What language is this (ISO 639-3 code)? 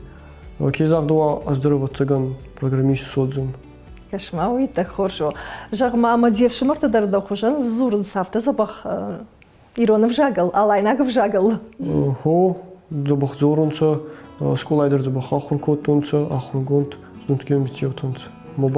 oss